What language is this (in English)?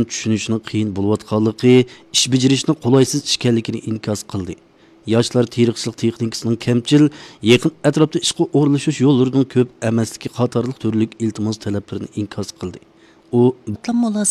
Uyghur